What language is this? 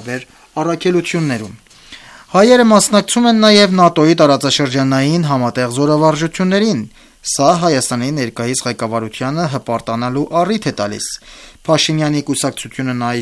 Armenian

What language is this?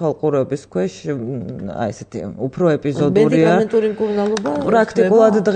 Georgian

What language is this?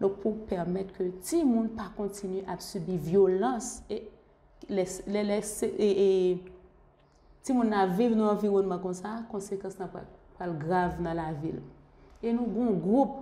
Haitian Creole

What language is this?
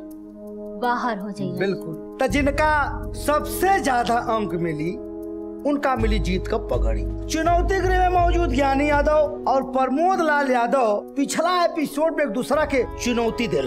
Bhojpuri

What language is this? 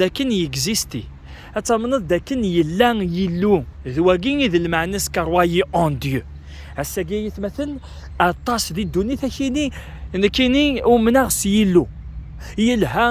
Kabyle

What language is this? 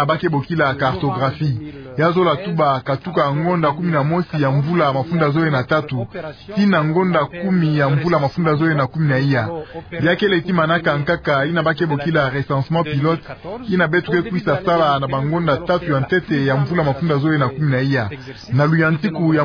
Kituba (Democratic Republic of Congo)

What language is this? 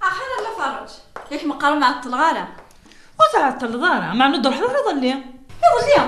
Kabyle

